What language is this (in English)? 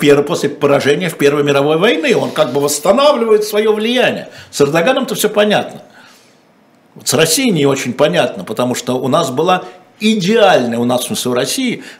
Russian